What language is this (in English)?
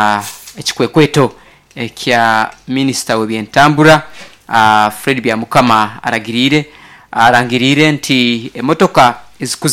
Nyoro